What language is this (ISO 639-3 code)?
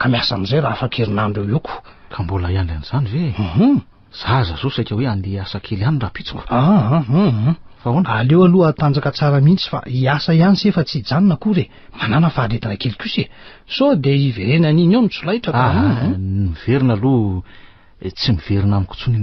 mlg